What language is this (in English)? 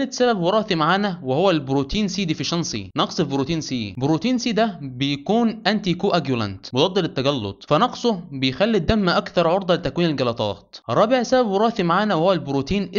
Egyptian Arabic